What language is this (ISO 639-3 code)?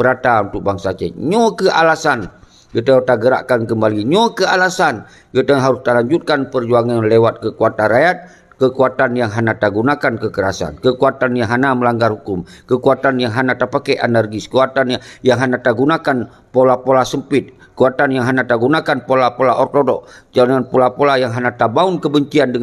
ace